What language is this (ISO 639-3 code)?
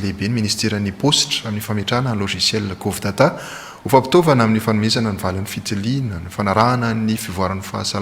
mlg